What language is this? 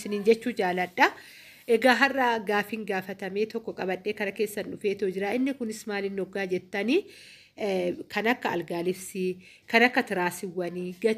Oromo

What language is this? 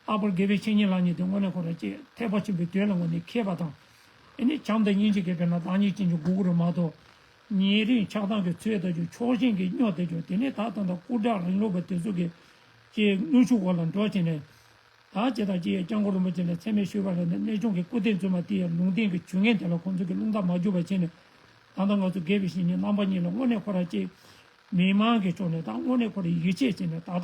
Tibetan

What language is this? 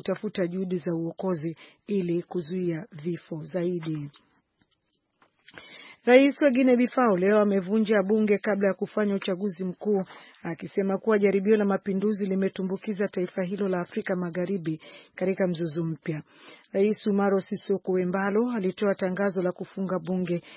Swahili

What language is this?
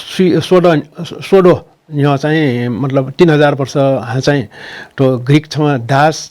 Newari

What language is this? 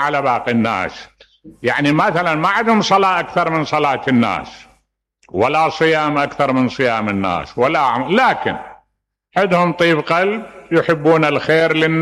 Mesopotamian Arabic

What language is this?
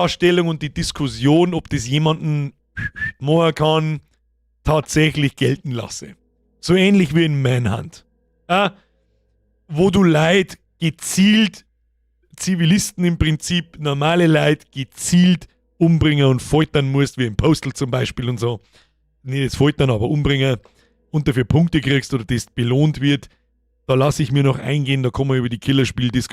Bavarian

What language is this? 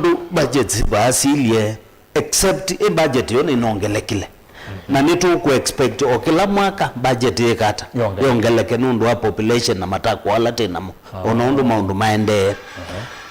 Kamba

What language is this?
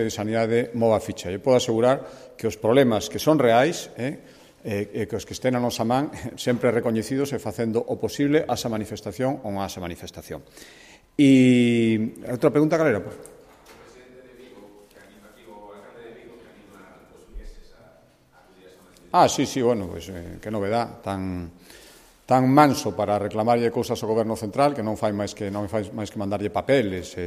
Galician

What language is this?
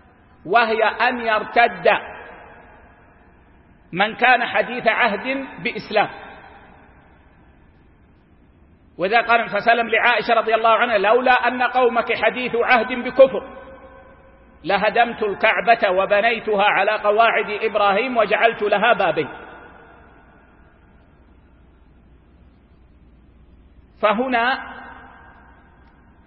Arabic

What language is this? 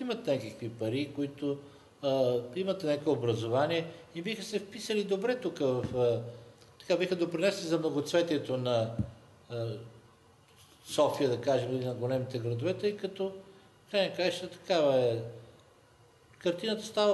Bulgarian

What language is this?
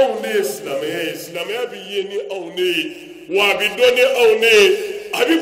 Bambara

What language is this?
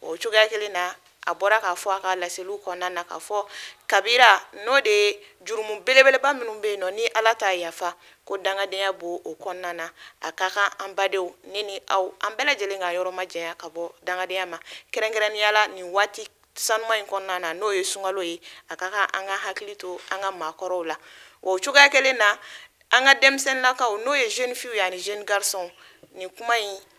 Bambara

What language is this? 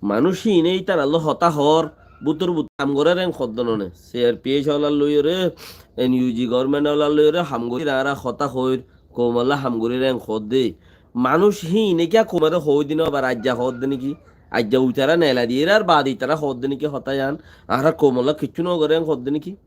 Rohingya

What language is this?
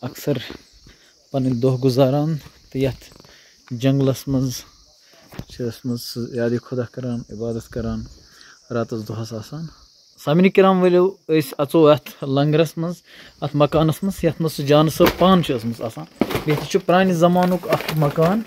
Kashmiri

